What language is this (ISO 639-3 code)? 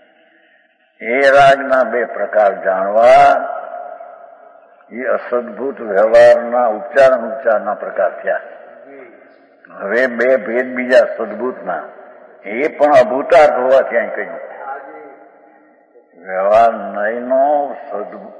guj